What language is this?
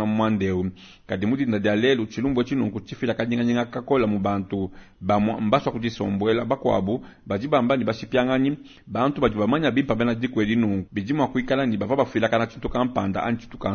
Luba-Lulua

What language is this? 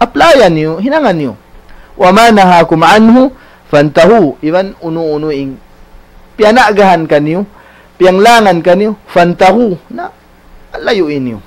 Tausug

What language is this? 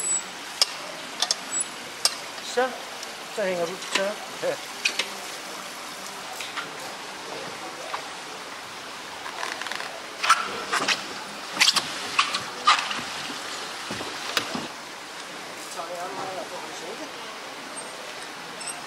Danish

